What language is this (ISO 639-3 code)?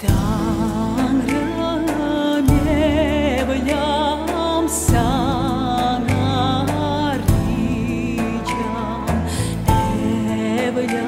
crh